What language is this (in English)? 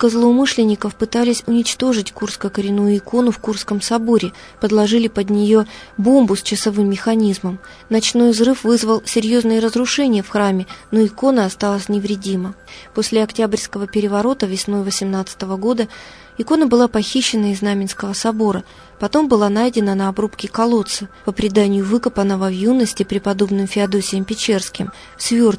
Russian